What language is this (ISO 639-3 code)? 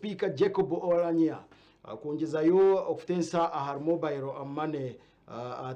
nyn